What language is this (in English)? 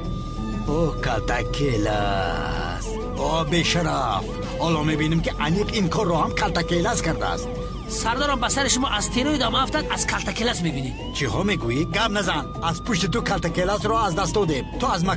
Tajik